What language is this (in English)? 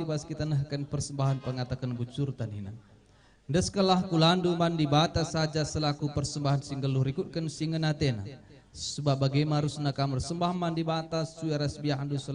Batak Karo